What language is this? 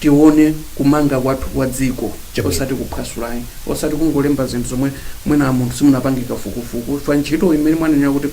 Nyanja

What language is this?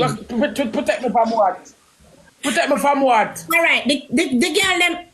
Jamaican Creole English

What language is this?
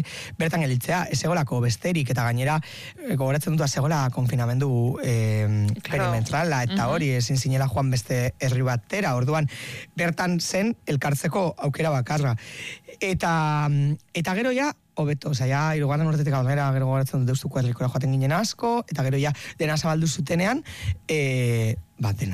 Basque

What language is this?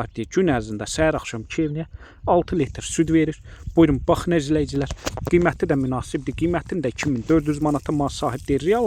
Azerbaijani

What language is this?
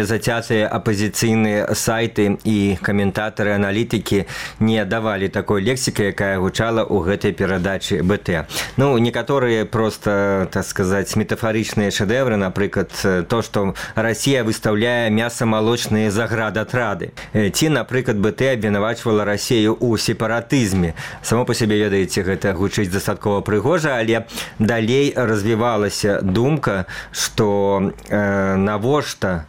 Belarusian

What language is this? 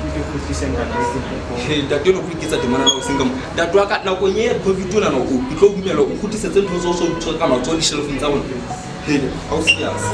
Southern Sotho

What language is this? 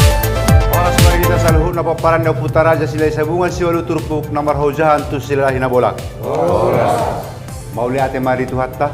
Batak Toba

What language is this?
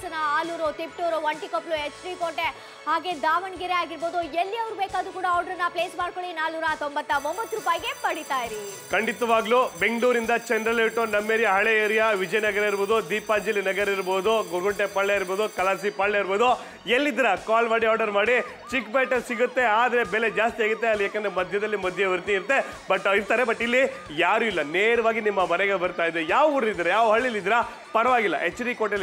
Kannada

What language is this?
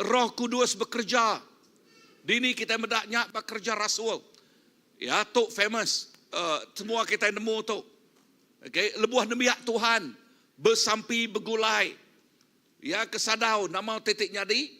Iban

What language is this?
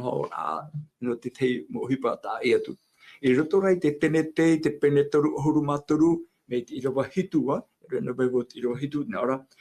Tahitian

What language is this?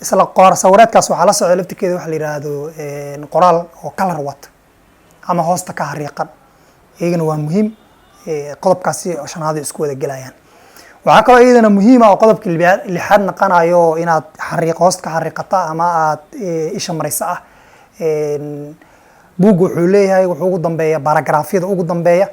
Somali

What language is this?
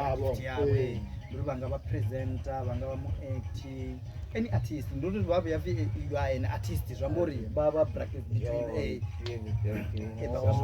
Venda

